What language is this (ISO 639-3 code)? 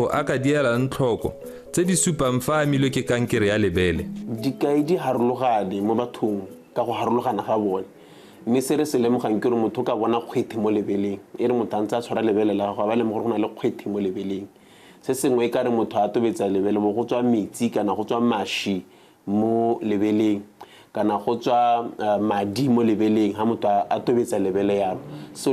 tsn